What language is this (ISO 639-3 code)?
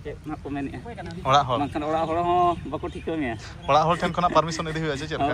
sat